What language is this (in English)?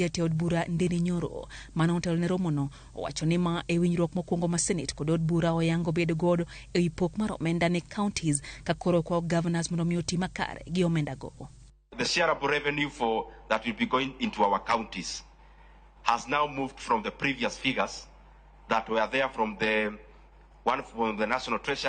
Luo (Kenya and Tanzania)